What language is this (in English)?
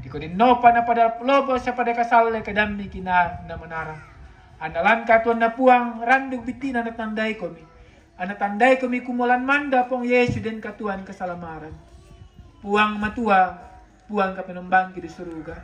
Toraja-Sa'dan